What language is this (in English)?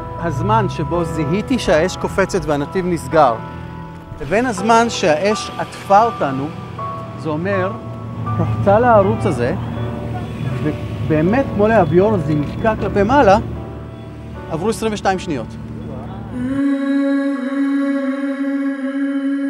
Hebrew